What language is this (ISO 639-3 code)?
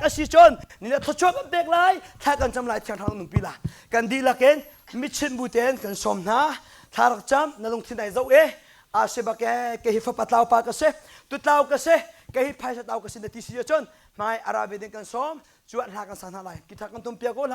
cnh